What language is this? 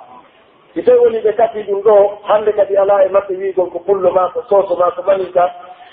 Pular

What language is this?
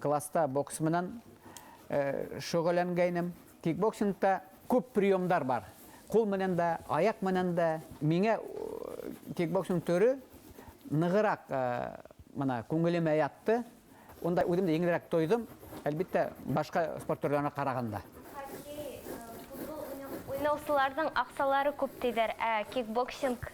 Bashkir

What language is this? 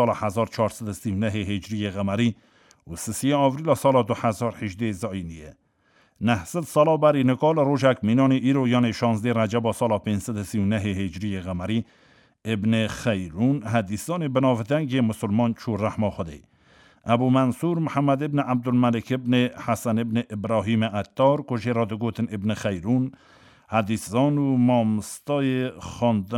Kurdish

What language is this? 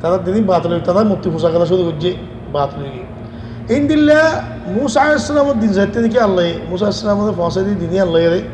Rohingya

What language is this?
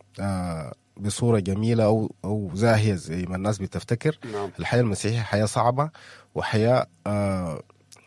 Sudanese Arabic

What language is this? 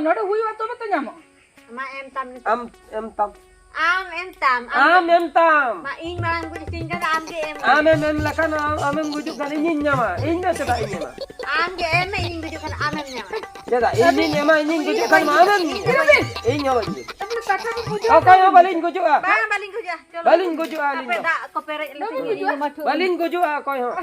Santali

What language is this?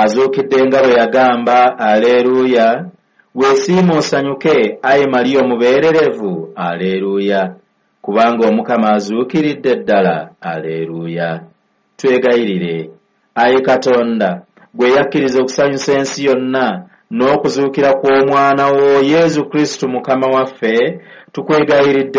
Ganda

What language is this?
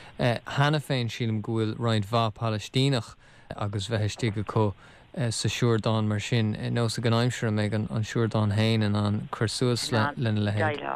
Irish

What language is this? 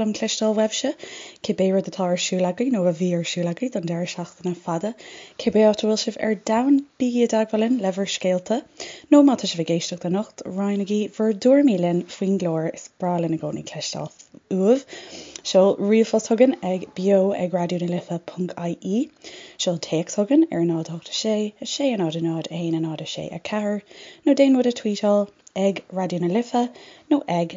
Irish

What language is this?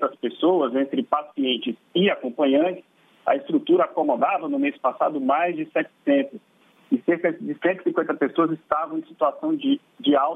Portuguese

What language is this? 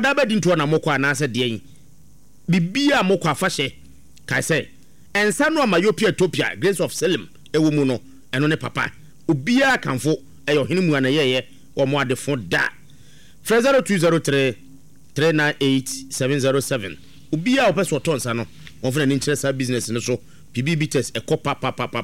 Akan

